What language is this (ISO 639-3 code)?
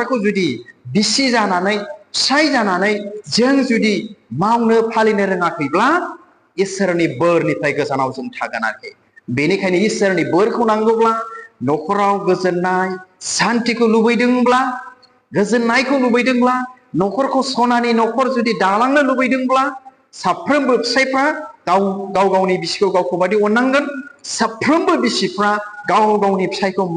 brx